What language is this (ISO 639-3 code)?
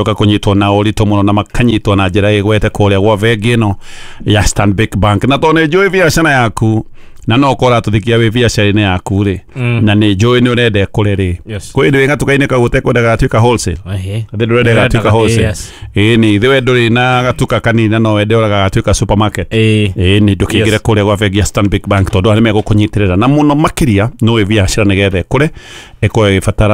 kik